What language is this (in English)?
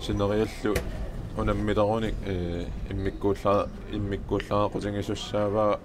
Kalaallisut